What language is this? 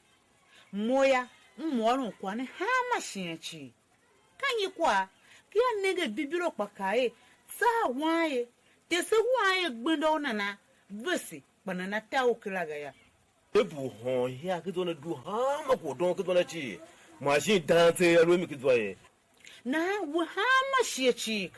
Tiv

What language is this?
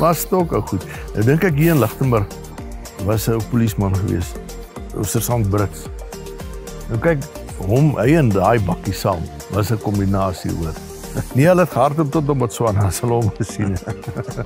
Afrikaans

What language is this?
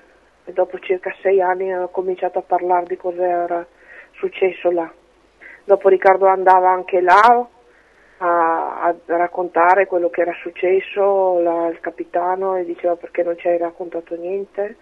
Italian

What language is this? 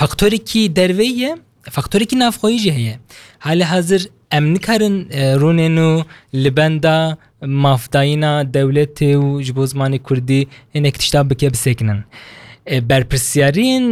Kurdish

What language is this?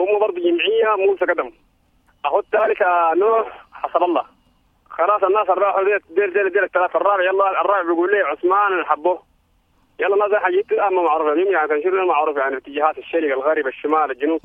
Sudanese Arabic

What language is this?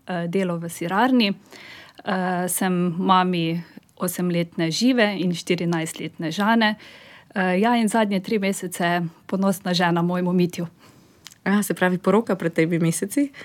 Slovenian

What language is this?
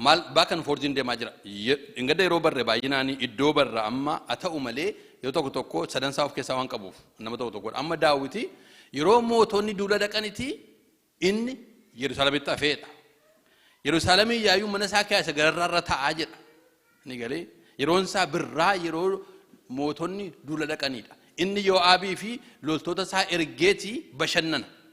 Oromo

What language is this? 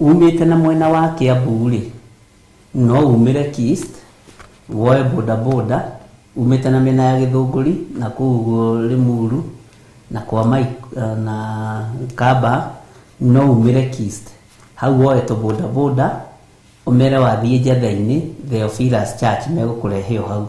Kikuyu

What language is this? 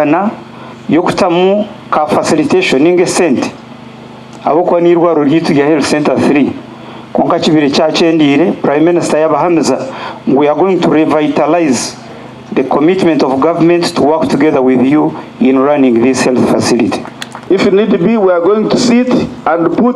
Nyankole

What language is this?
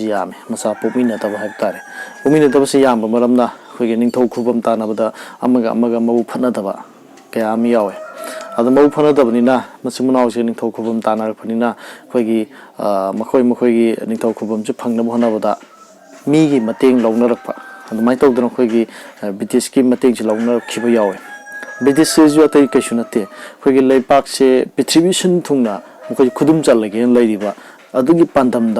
Manipuri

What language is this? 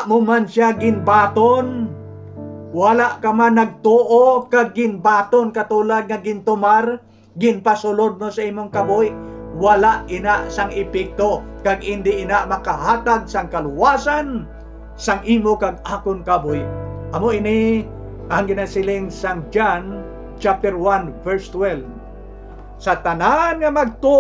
Hiligaynon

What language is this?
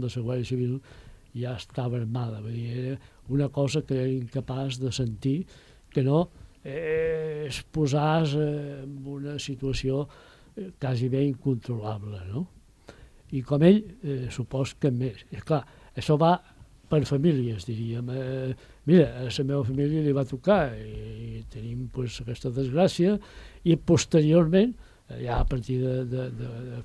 Catalan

